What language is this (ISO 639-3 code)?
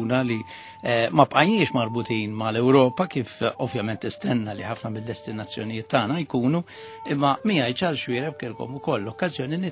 mlt